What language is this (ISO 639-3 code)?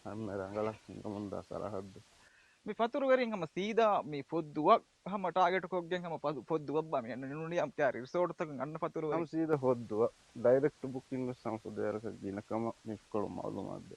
div